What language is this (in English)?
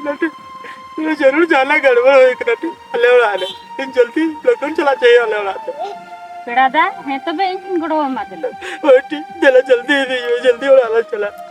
Santali